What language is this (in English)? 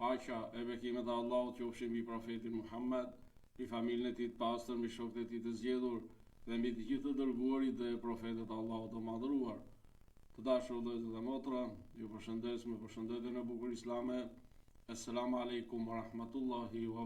Albanian